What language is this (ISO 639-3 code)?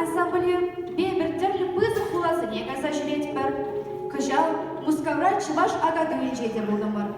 chv